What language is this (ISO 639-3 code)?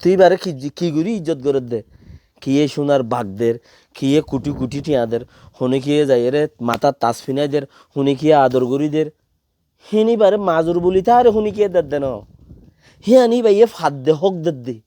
rhg